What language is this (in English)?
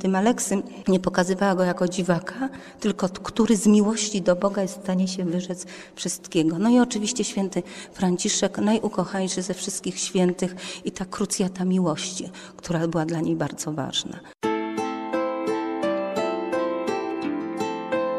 Polish